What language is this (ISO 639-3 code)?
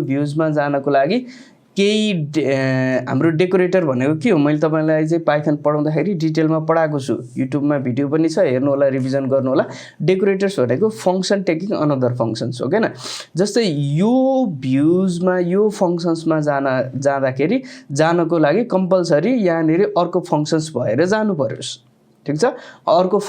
nep